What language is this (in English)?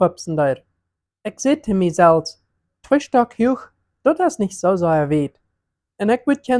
Plautdietsch